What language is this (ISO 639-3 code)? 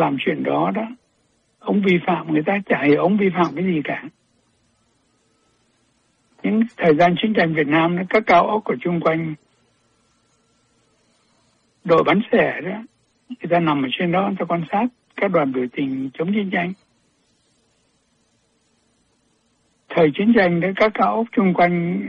vie